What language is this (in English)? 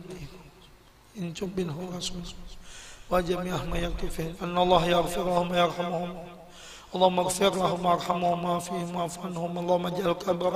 Banjar